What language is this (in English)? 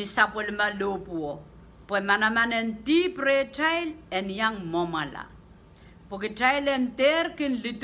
Pohnpeian